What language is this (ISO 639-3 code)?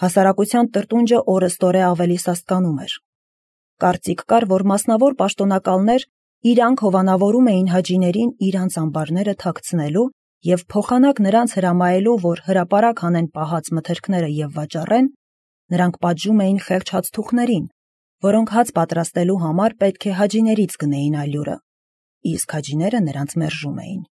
hye